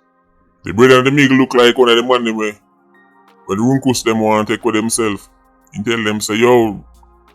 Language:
Jamaican Creole English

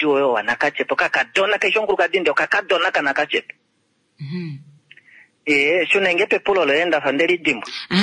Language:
Kuanyama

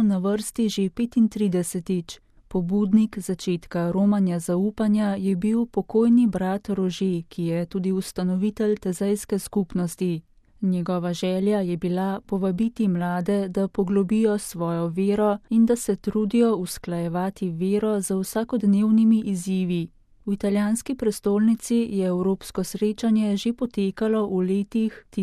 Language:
Slovenian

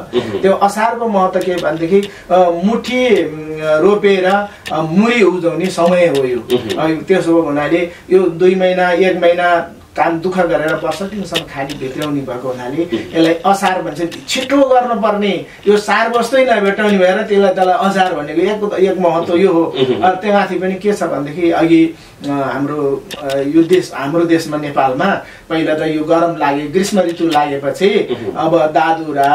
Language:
Nepali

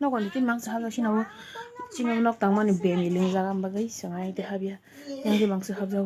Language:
Kok Borok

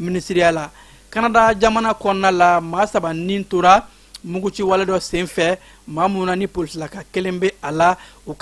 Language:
Bambara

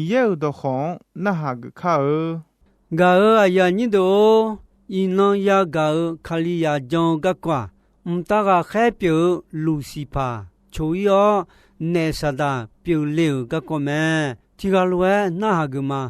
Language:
Akha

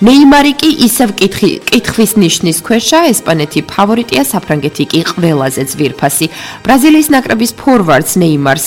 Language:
Georgian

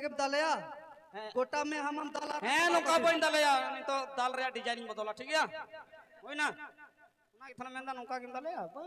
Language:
Santali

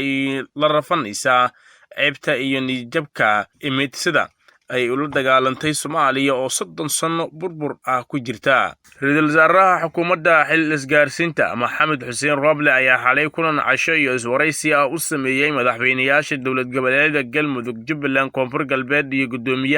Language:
Somali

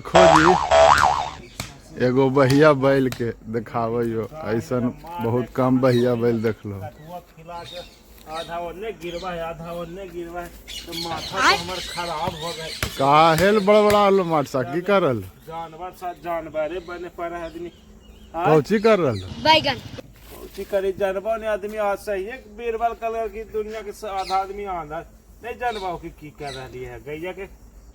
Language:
Magahi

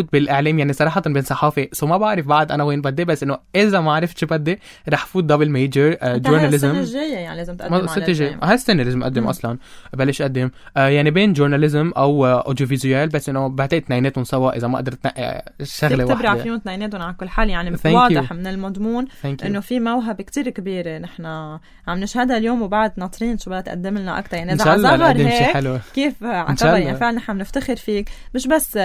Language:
North Levantine Arabic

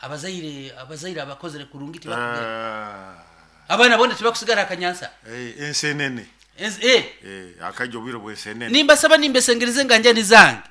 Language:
Nyoro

